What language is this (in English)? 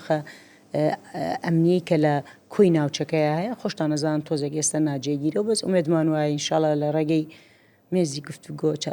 Central Kurdish